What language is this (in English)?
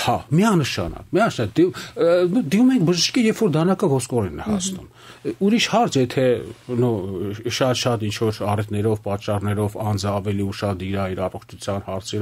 Armenian